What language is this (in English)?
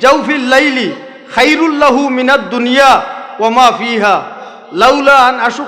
Sylheti